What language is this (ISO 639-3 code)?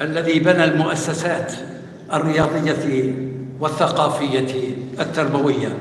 apc